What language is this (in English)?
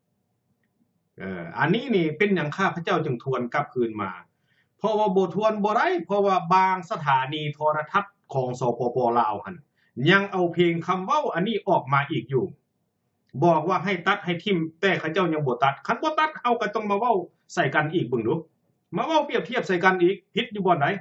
Lao